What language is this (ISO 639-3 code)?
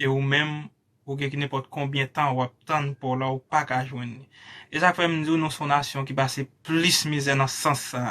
hat